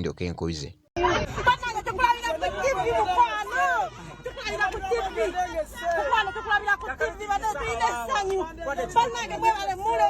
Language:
Ganda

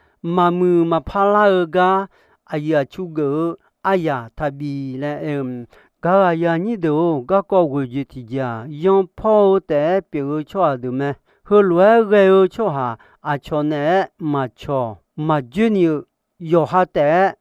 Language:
Akha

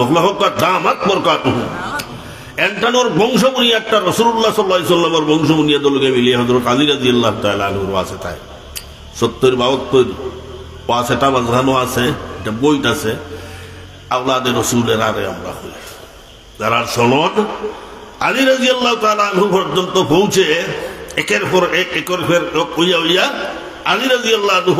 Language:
Sylheti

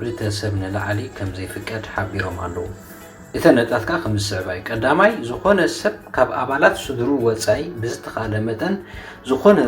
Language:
Tigrinya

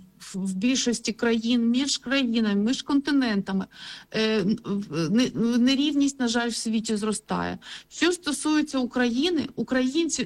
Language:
Ukrainian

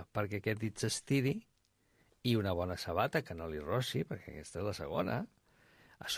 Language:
Catalan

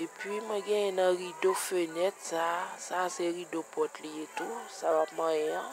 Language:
Haitian Creole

